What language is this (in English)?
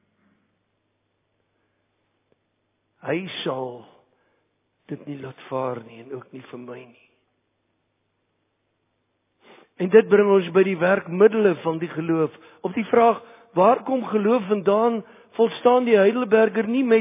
Afrikaans